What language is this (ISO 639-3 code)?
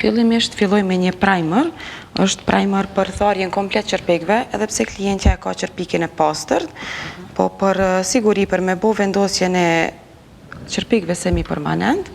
sqi